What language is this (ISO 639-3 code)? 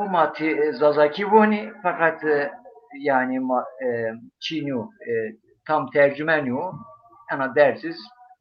zza